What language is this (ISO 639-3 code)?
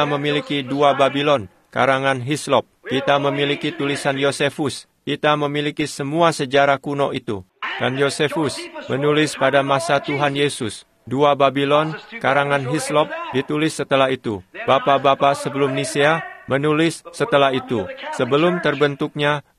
ind